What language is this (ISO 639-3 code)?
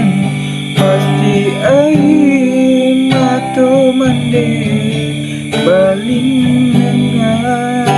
min